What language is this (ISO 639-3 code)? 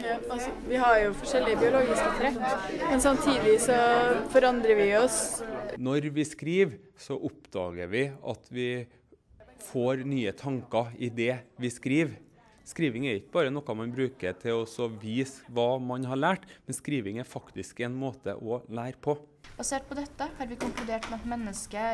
nor